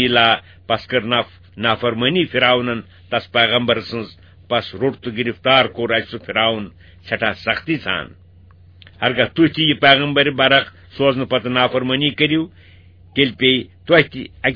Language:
Kashmiri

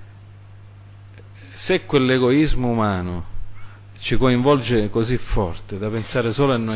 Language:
Italian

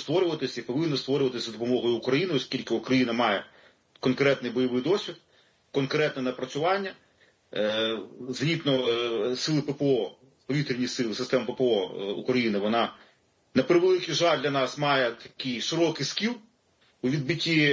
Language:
Ukrainian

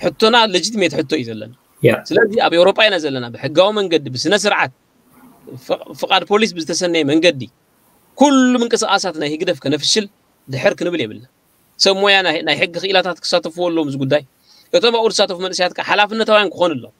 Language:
Tigrinya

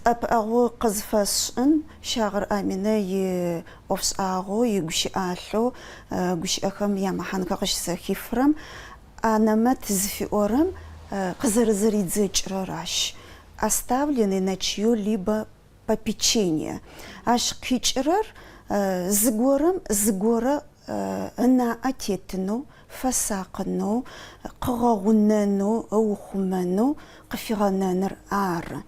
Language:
Adyghe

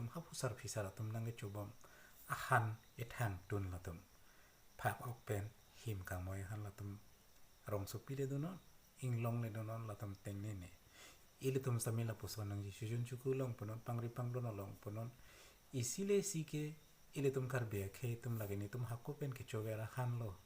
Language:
Karbi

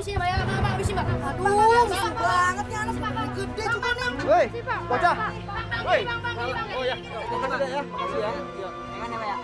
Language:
Betawi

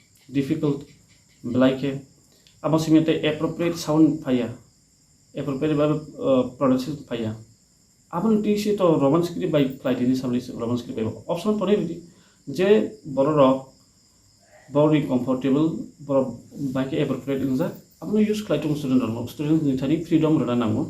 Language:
Kok Borok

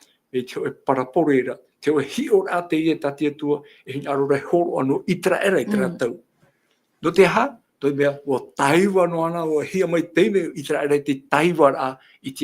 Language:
Tahitian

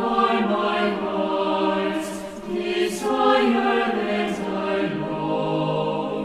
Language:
Aymara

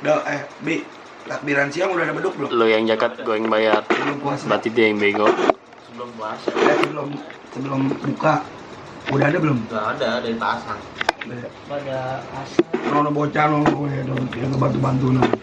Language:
Betawi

